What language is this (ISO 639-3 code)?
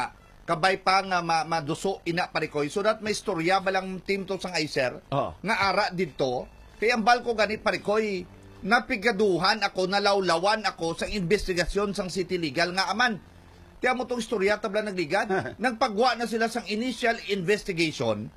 hil